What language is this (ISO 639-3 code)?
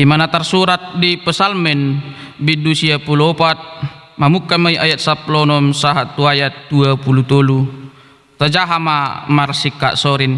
bbc